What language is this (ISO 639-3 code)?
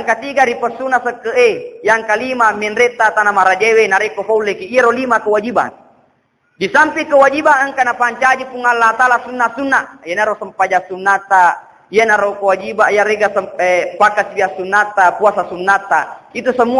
bug